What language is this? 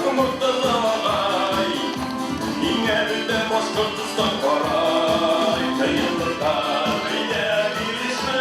Bashkir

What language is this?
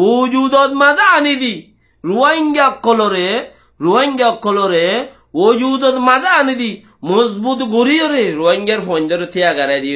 Rohingya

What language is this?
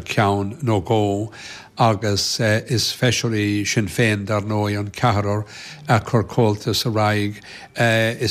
Irish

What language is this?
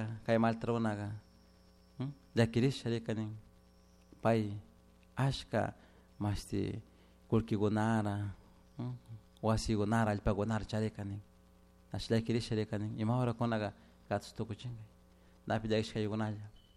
Chimborazo Highland Quichua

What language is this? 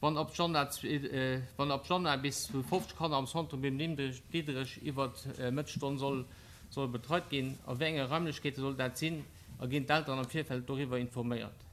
Luxembourgish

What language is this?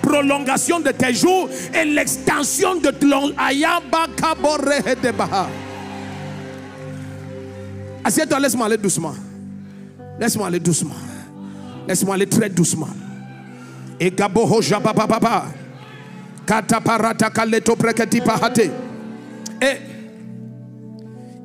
French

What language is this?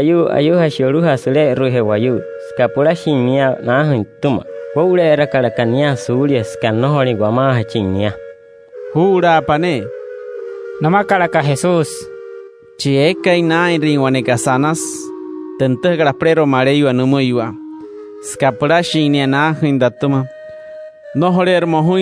Wayuu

